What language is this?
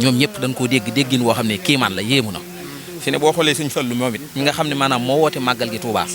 Wolof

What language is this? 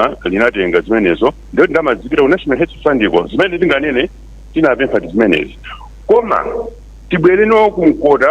Nyanja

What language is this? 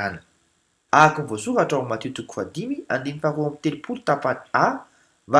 Malagasy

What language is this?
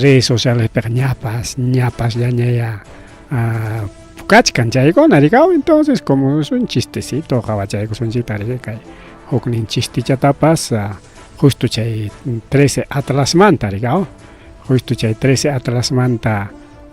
Ayacucho Quechua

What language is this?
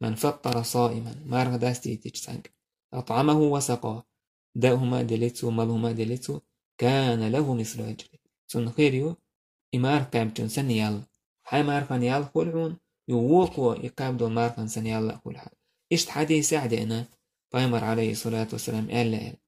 Chechen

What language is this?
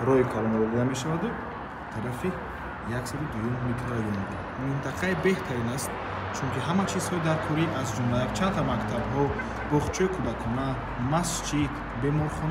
Tajik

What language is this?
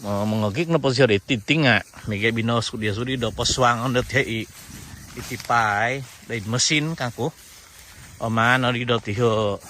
Central Dusun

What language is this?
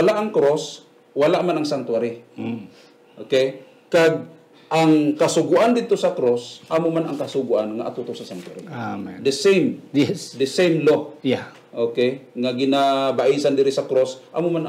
Hiligaynon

